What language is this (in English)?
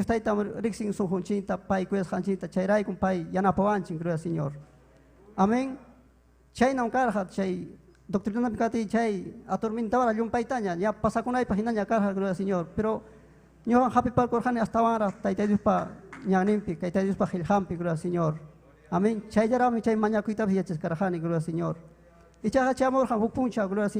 Ayacucho Quechua